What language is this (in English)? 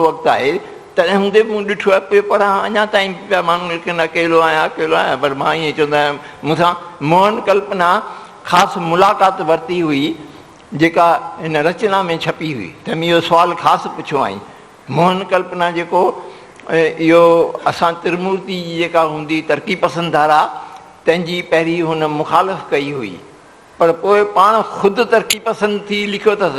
Sindhi